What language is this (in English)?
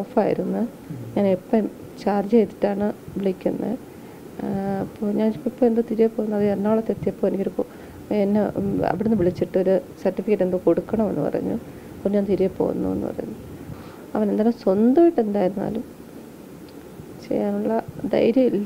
Malayalam